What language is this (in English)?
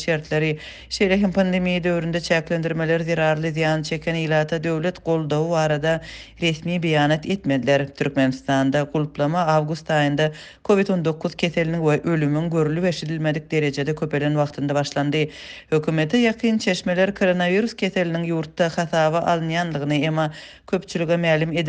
Turkmen